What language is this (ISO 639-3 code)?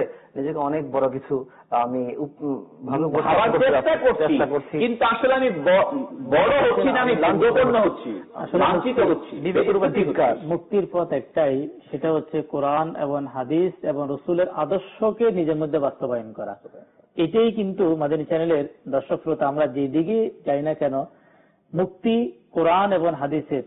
ben